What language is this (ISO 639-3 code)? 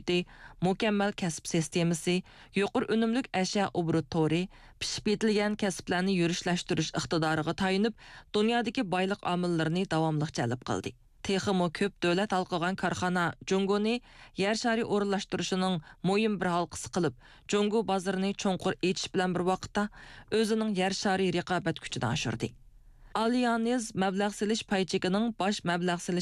uig